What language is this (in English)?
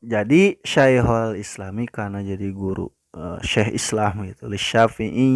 Sundanese